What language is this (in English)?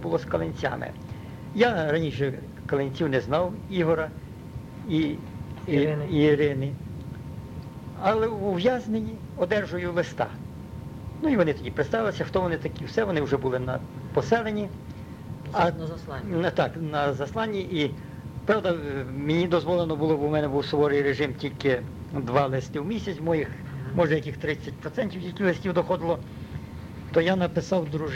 Ukrainian